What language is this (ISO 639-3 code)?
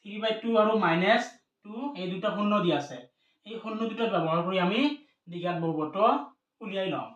asm